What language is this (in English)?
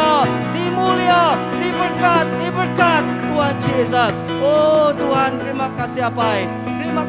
Iban